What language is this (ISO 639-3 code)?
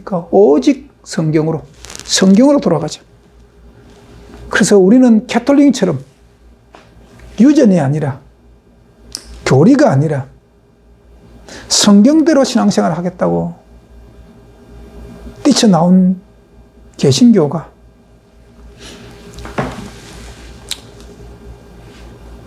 kor